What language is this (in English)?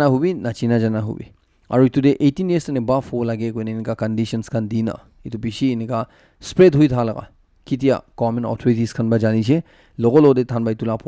Naga Pidgin